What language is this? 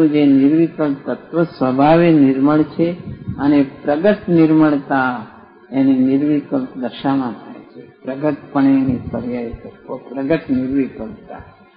Gujarati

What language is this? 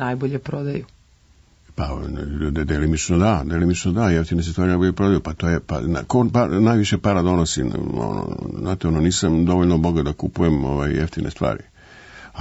Serbian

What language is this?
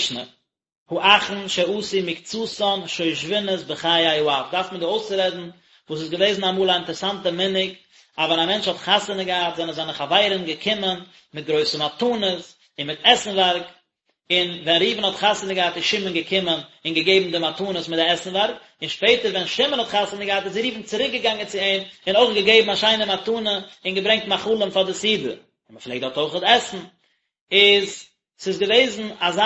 Yiddish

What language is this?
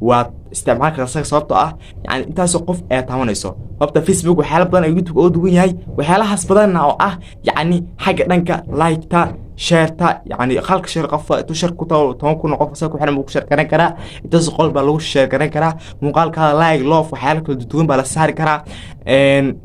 Somali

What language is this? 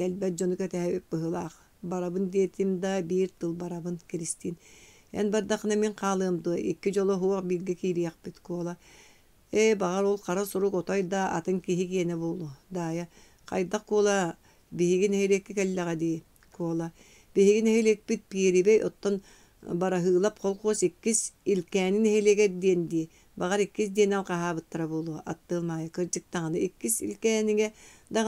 Yakut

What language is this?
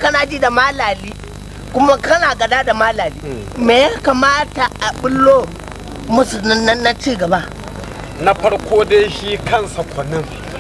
Hausa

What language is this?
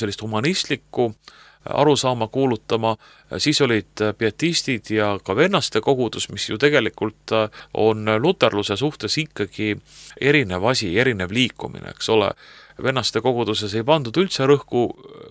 Estonian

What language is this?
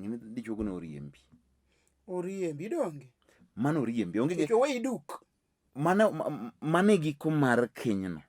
Luo (Kenya and Tanzania)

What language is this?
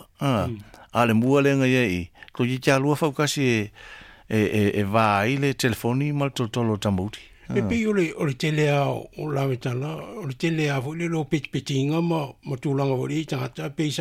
Samoan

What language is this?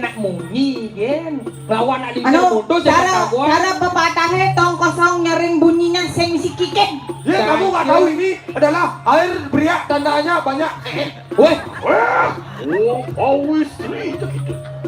Balinese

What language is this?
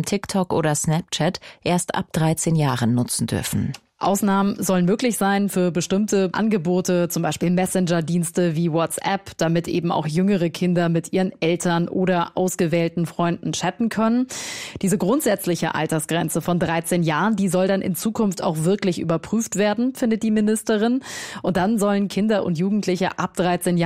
German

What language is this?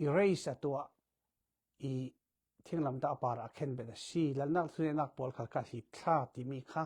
Falam Chin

